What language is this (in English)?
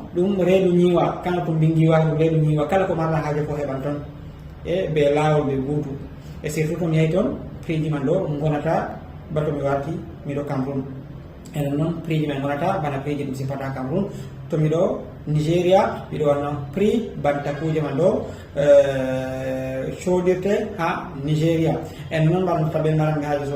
Fula